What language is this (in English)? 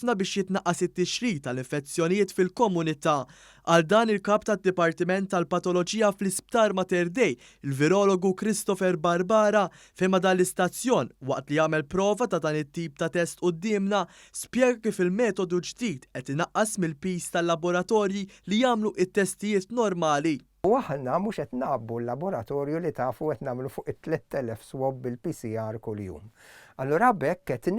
Maltese